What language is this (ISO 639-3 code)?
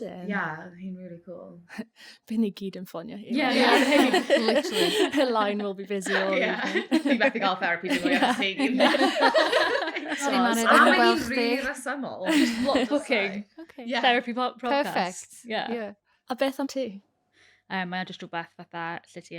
cym